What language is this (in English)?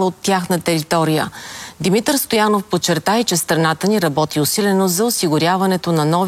Bulgarian